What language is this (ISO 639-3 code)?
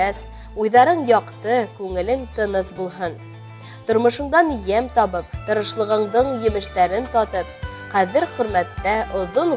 bak